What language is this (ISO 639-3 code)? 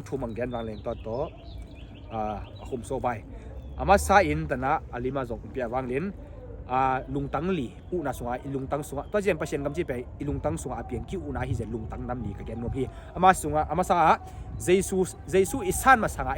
ctd